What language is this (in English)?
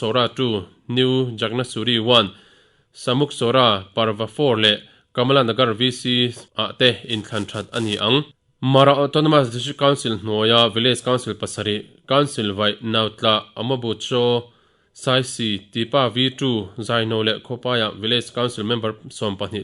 Mizo